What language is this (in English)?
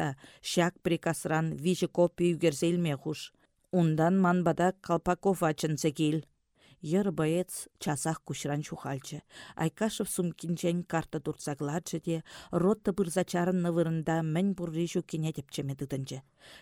Chuvash